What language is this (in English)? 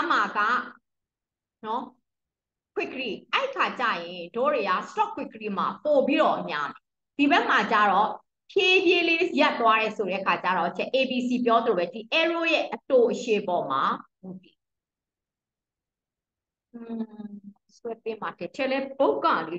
Burmese